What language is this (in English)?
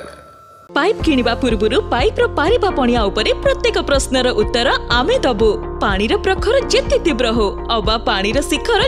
Odia